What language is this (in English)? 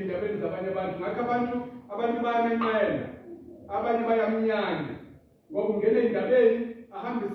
Zulu